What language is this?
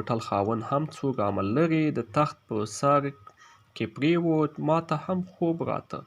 Pashto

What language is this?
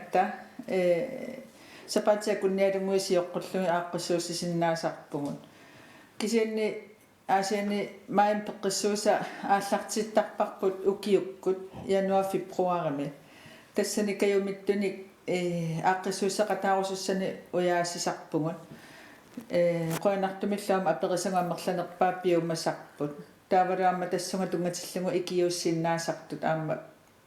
Kalaallisut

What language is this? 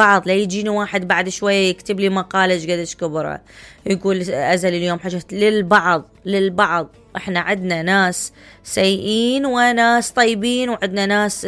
Mesopotamian Arabic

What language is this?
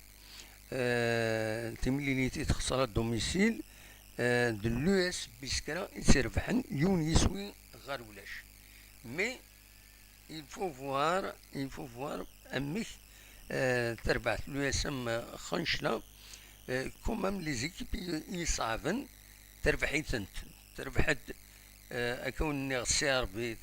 Kabyle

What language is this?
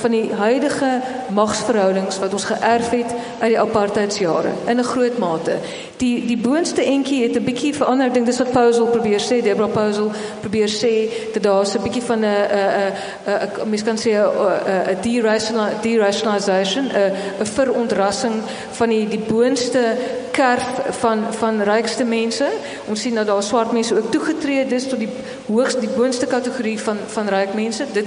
Afrikaans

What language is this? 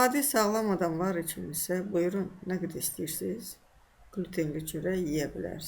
Azerbaijani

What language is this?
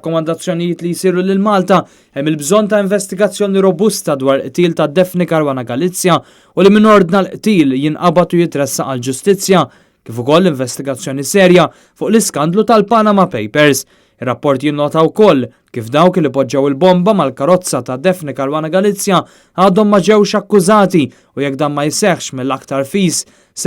Maltese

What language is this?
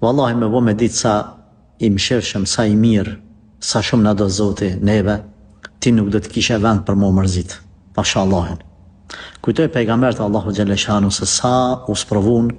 Albanian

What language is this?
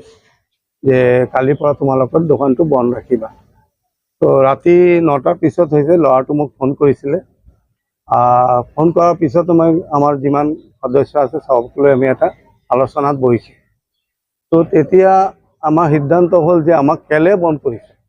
Assamese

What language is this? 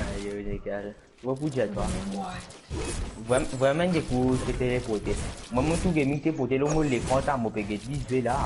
Morisyen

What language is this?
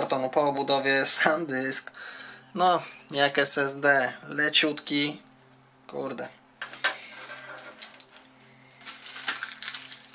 Polish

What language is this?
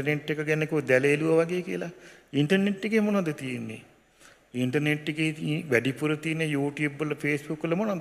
Sinhala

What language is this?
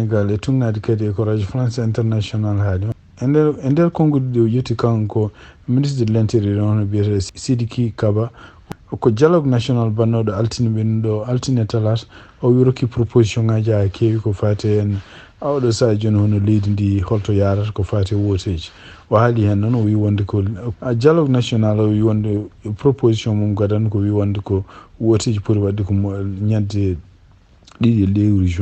Fula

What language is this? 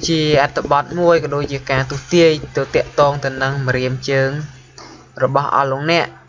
Khmer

